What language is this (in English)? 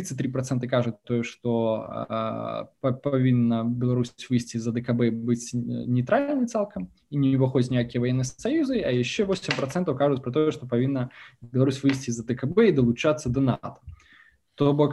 Belarusian